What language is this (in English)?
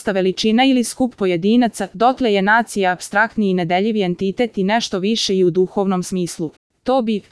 Serbian